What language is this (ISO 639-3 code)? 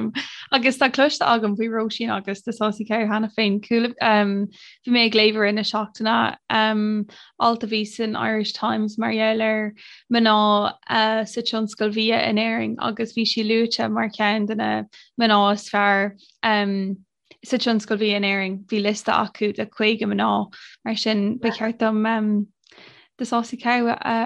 gle